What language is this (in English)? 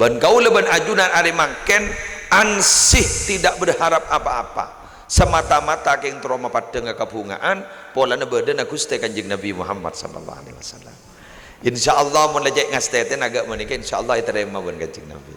Madurese